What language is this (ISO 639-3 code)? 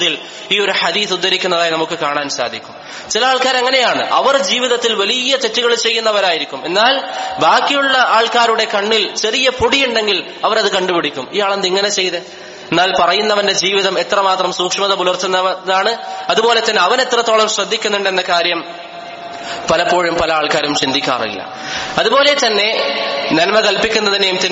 mal